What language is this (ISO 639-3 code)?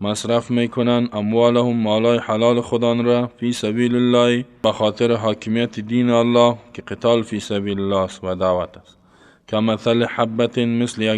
fas